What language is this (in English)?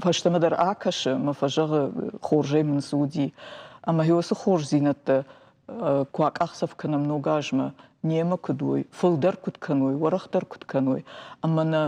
Ossetic